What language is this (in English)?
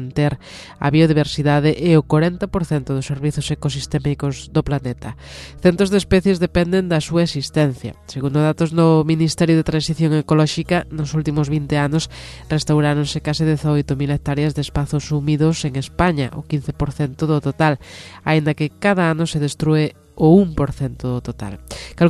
Galician